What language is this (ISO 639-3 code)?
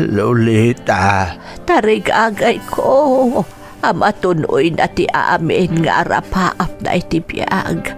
ilo